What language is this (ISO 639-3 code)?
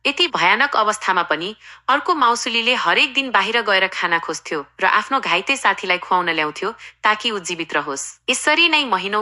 nep